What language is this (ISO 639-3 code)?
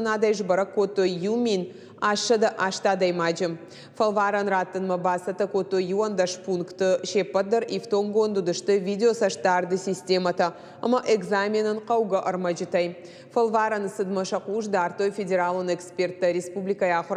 oss